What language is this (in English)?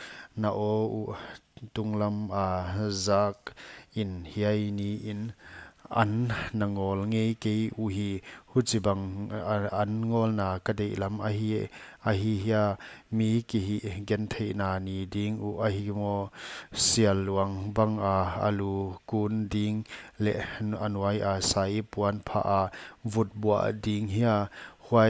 Paite Chin